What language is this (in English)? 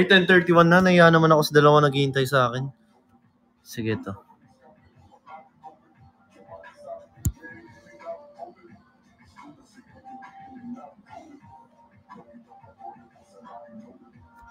Filipino